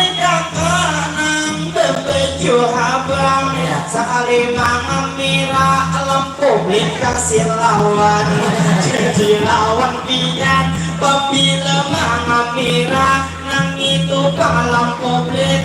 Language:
Banjar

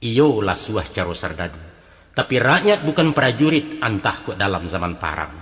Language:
Minangkabau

